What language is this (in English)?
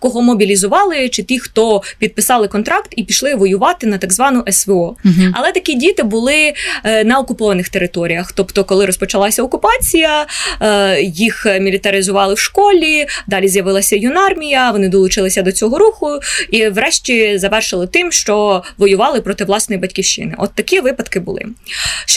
Ukrainian